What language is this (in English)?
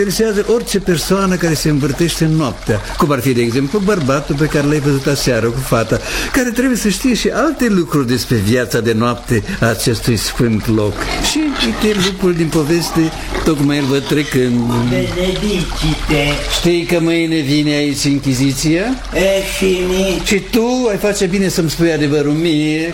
Romanian